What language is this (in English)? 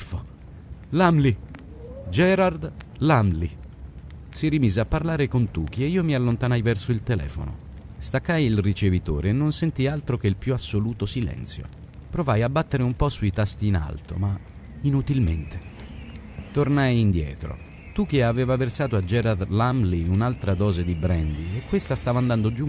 Italian